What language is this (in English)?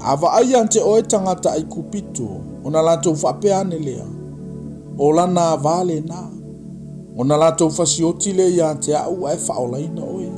Samoan